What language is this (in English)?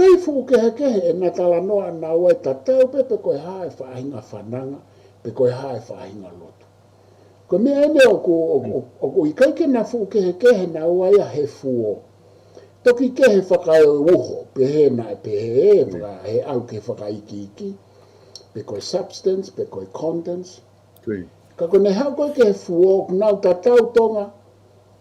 Tongan